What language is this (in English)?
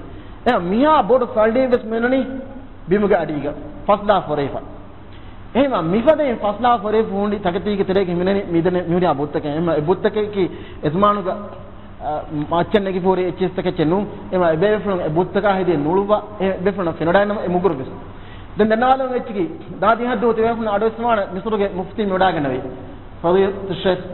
Divehi